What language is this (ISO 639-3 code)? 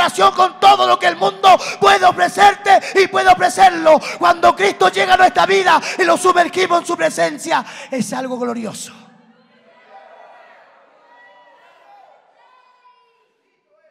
spa